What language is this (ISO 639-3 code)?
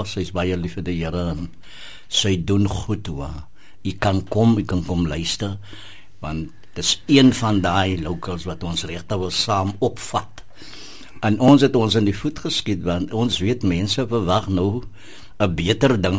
afr